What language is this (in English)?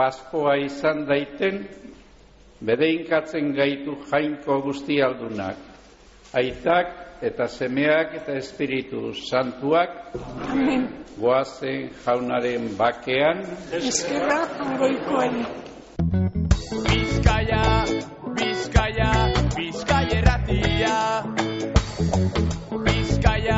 Basque